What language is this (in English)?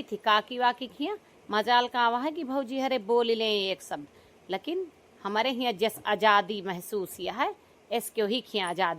Awadhi